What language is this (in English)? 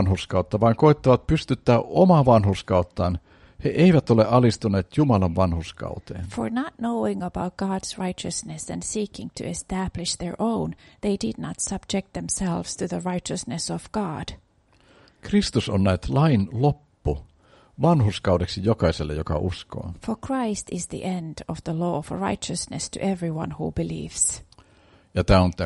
Finnish